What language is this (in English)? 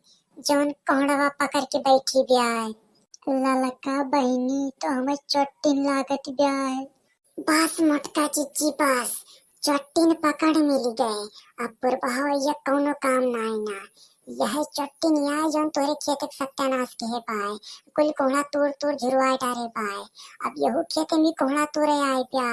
Awadhi